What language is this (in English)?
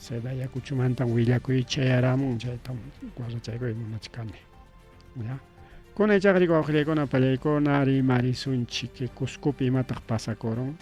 Ayacucho Quechua